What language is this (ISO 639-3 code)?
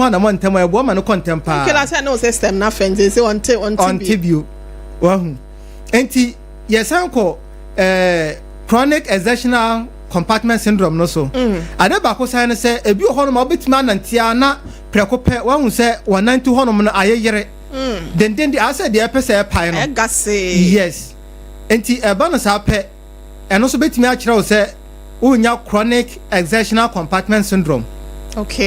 aka